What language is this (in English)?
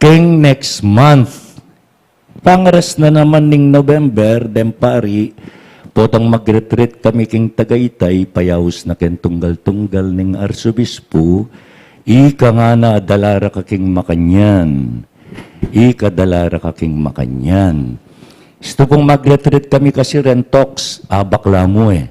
Pampanga